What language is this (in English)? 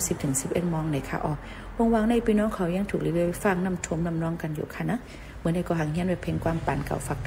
Shan